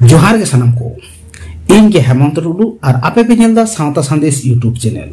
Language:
Santali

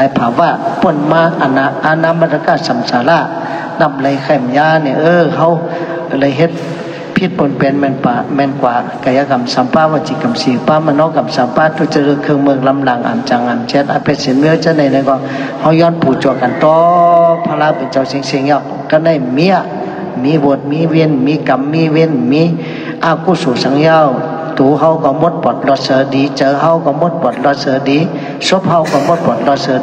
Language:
Shan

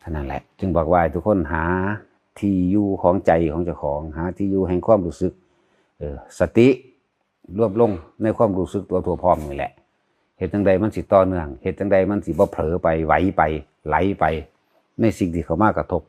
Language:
Northeastern Thai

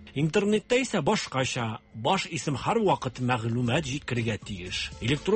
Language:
Tatar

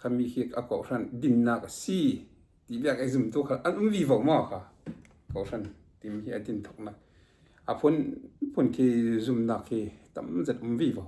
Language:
Falam Chin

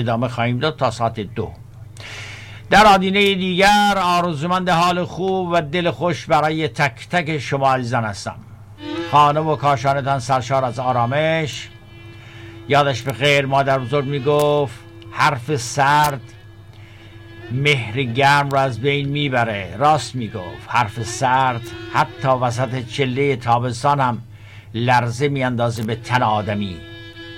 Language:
Persian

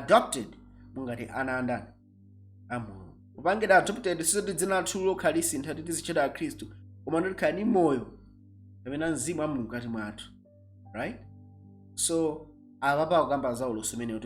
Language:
Nyanja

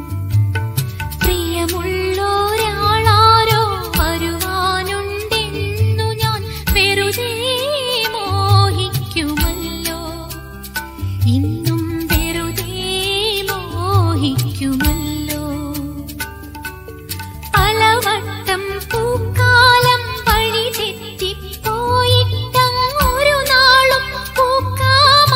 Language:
Malayalam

